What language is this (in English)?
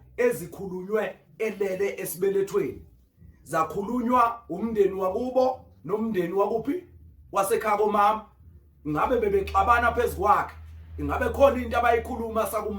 Zulu